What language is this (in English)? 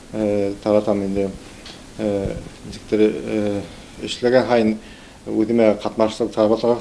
Bashkir